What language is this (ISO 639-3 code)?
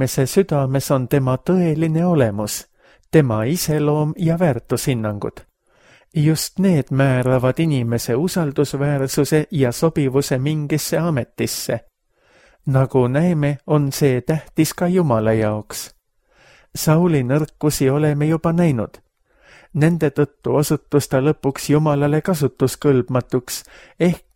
est